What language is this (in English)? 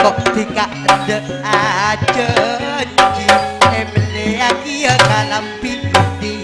Madurese